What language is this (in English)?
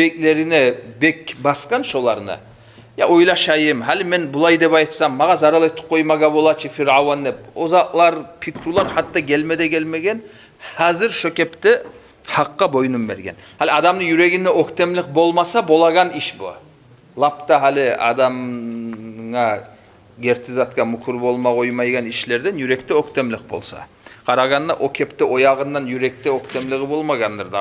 Kumyk